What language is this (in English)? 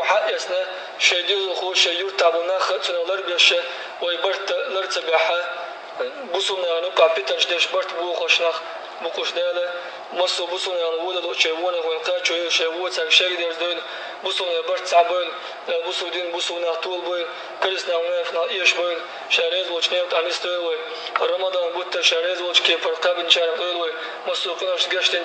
Chechen